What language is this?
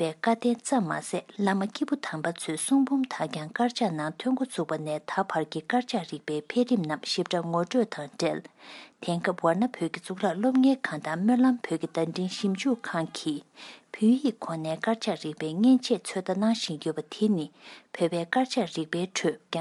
Tibetan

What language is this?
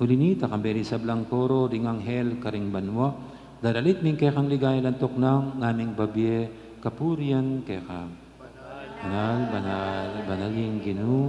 Pampanga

